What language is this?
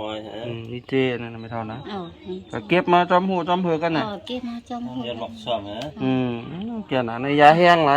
Shan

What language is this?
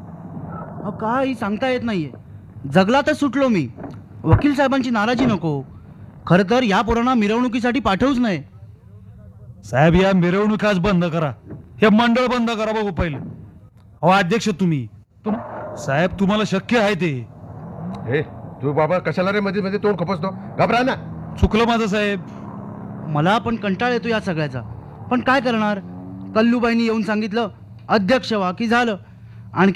Marathi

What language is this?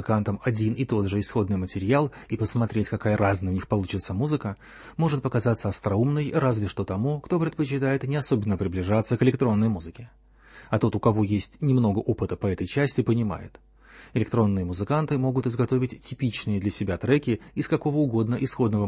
Russian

